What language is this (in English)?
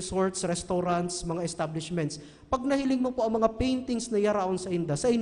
Bikol